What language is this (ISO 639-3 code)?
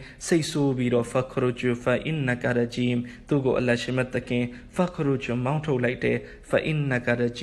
mya